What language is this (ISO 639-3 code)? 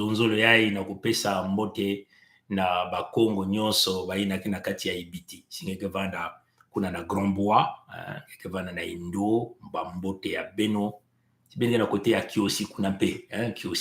mkw